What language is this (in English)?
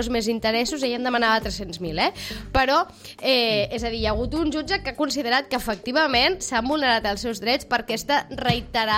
Catalan